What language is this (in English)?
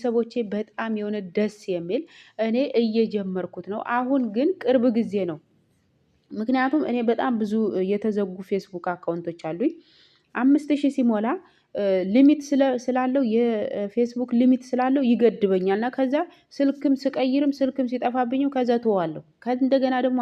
Amharic